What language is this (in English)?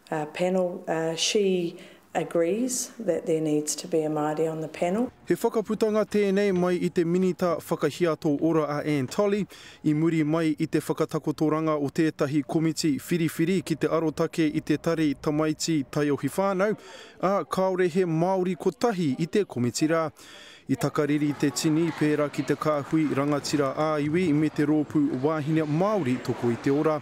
Māori